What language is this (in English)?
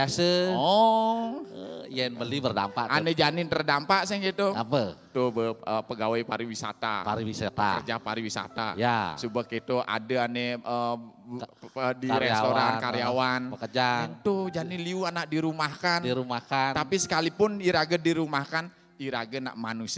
Balinese